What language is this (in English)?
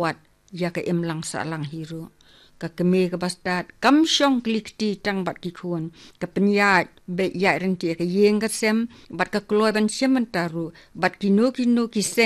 Khasi